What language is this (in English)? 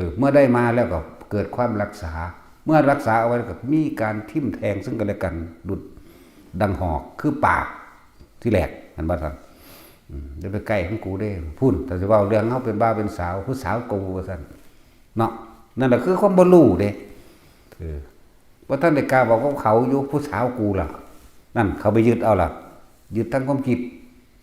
Northeastern Thai